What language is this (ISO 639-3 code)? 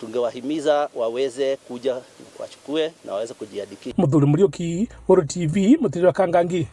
mer